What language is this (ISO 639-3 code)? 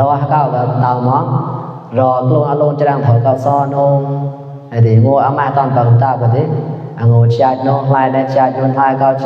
mnw